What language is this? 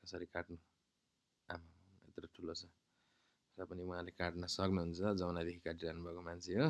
Nepali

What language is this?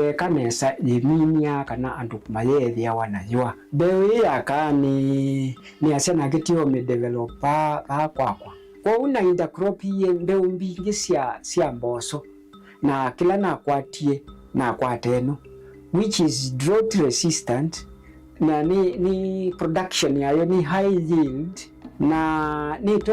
Kamba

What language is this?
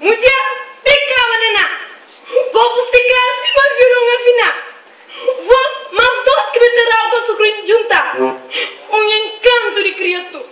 Kabuverdianu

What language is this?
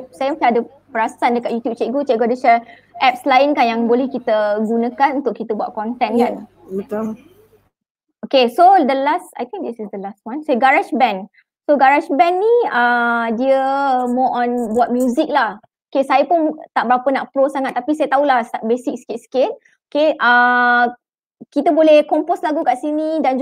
Malay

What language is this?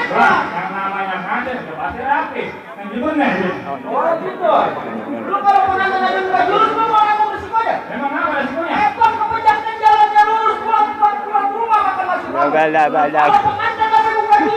Betawi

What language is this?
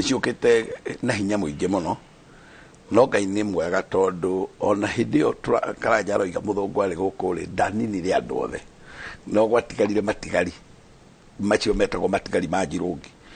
Kikuyu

